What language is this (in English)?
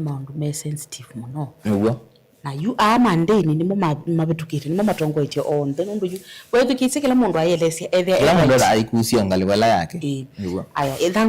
Kamba